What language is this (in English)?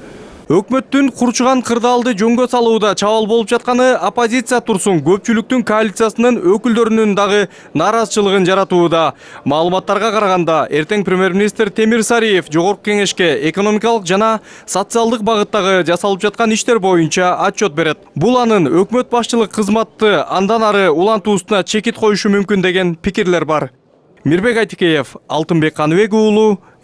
Kyrgyz